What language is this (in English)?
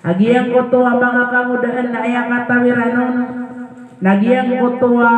Maranao